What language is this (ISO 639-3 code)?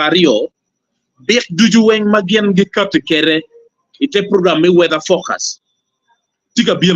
ach